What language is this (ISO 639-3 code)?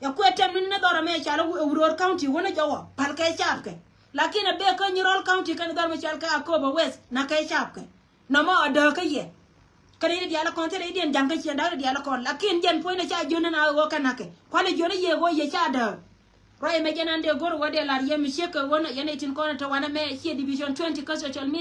nus